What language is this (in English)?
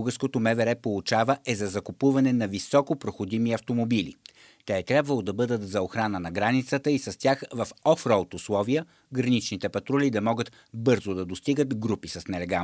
Bulgarian